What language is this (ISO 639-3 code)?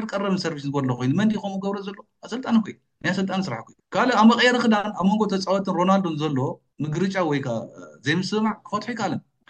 tir